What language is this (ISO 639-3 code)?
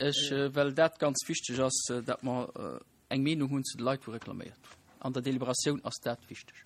ltz